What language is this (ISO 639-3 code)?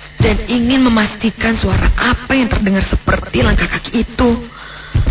ind